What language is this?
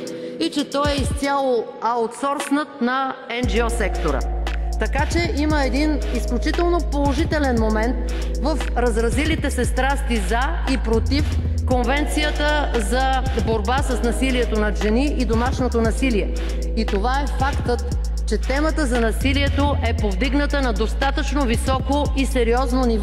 Bulgarian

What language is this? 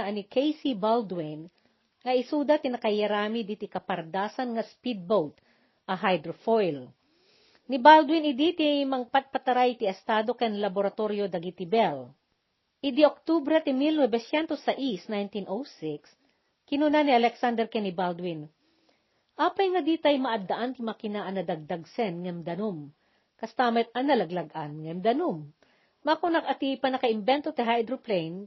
Iloko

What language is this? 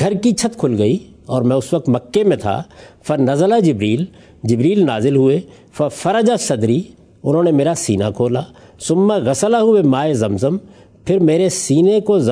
Urdu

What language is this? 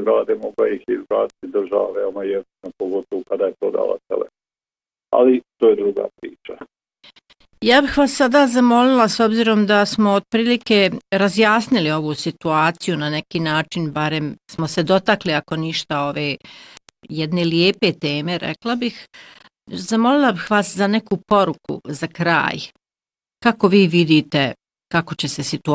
Bosnian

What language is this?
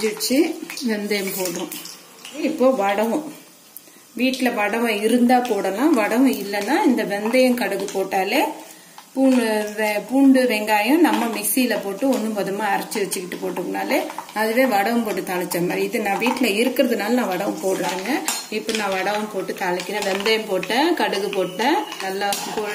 Tamil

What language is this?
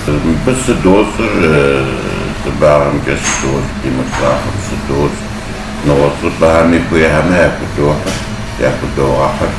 Kabardian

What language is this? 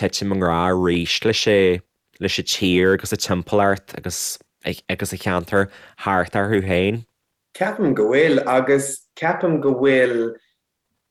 Irish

